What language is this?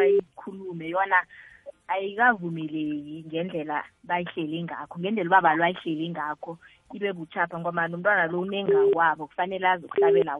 South Ndebele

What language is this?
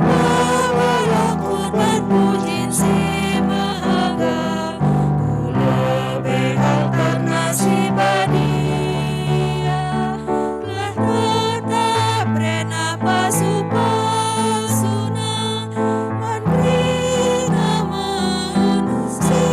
Batak Karo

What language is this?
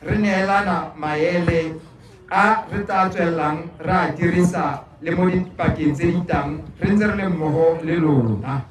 Tswana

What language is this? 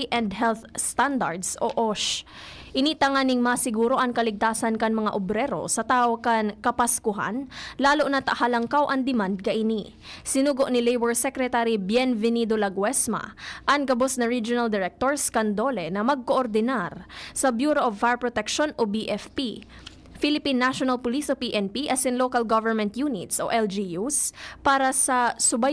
Bikol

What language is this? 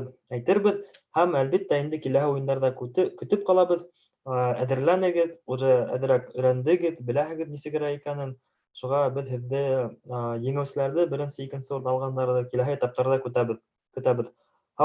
Bashkir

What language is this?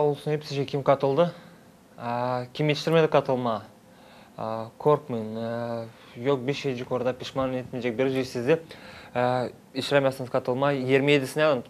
Gagauz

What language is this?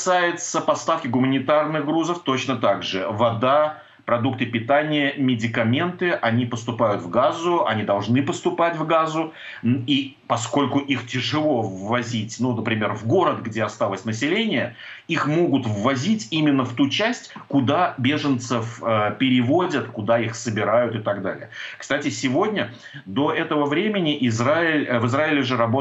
Russian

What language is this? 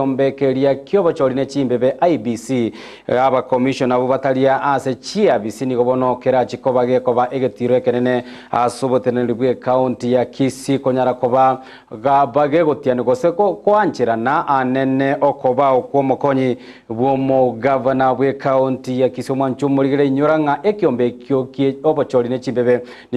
Gusii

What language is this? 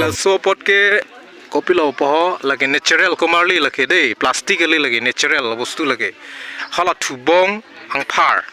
Karbi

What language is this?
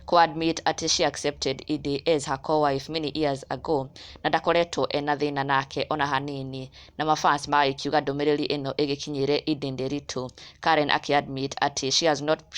Kikuyu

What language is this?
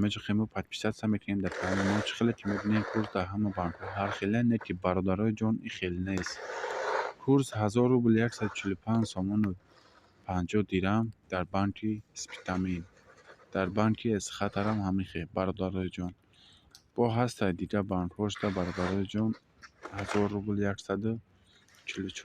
Tajik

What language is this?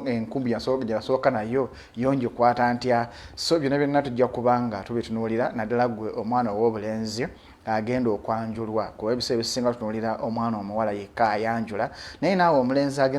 Ganda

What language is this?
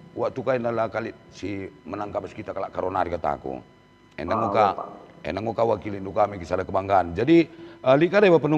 Batak Karo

